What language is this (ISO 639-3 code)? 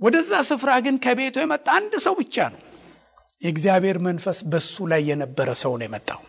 amh